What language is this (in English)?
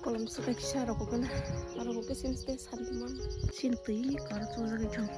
Kok Borok